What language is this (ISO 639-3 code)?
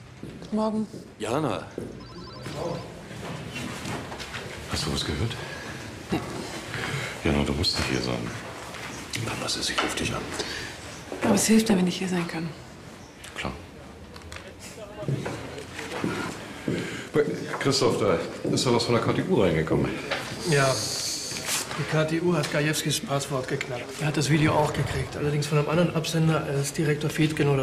deu